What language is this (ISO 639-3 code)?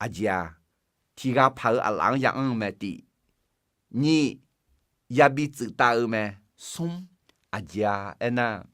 ahk